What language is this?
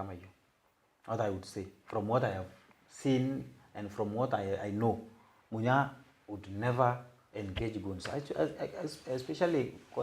Meru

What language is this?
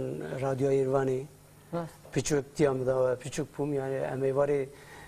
Kurdish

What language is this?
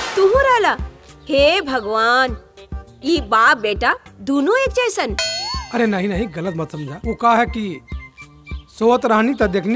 Bhojpuri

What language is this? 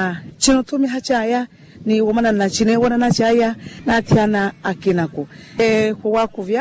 Makhuwa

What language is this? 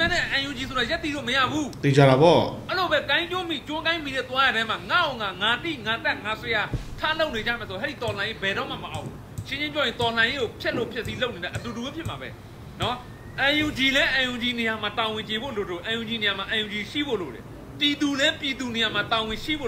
Burmese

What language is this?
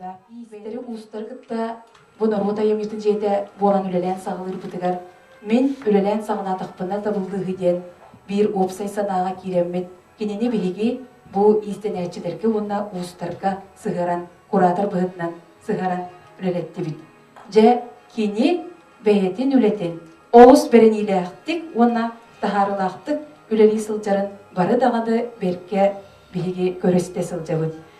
Yakut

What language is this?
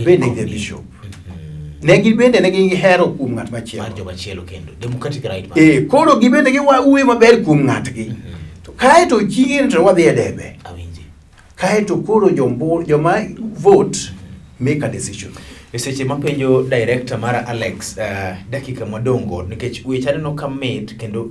Luo (Kenya and Tanzania)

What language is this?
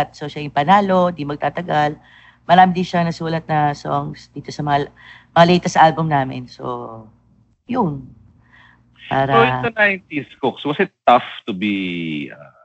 Filipino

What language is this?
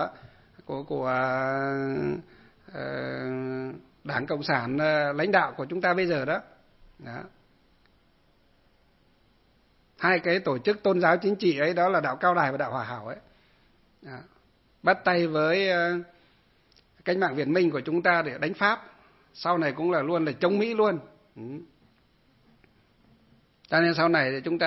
Vietnamese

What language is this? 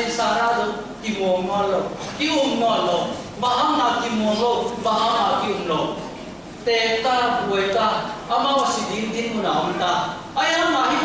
Tedim Chin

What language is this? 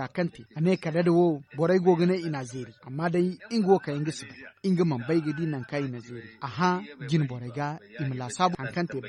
Zarma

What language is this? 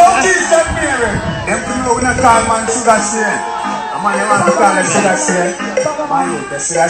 Jamaican Creole English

